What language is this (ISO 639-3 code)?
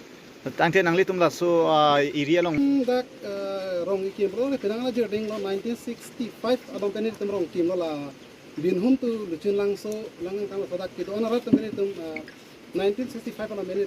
mjw